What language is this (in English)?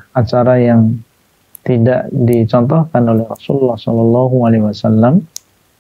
Indonesian